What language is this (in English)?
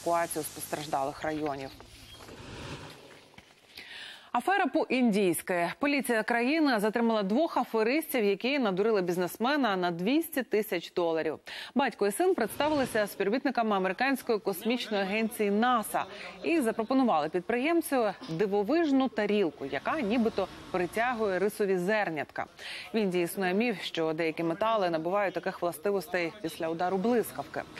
Ukrainian